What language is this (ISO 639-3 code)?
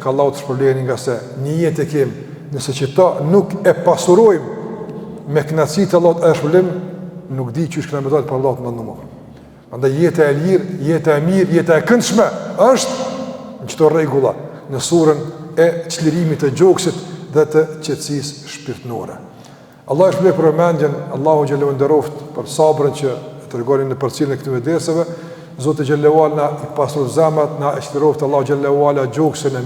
sqi